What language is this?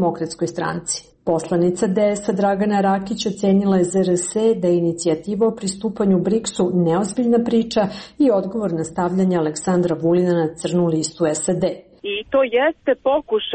Serbian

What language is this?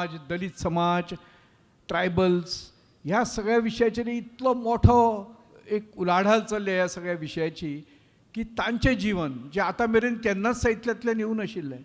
Konkani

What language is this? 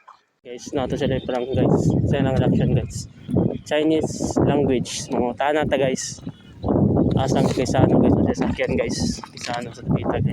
Cebuano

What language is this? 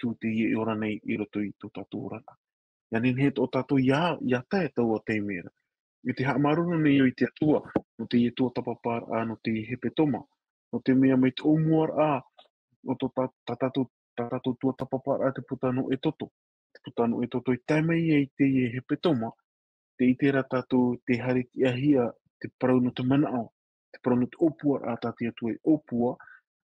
Tahitian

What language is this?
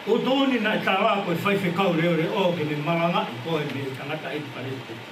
Tongan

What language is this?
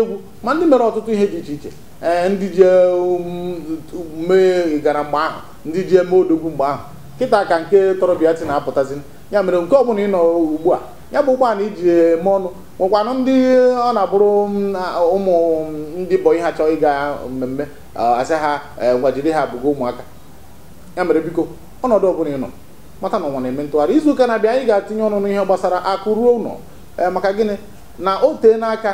Igbo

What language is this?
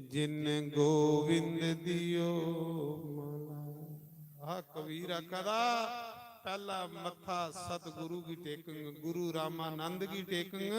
Dogri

